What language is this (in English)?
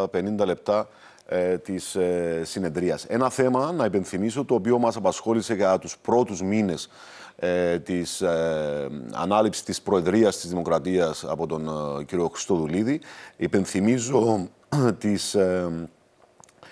Greek